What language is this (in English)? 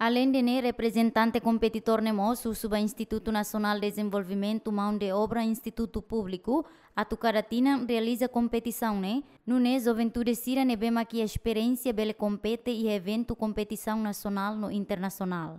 Tetum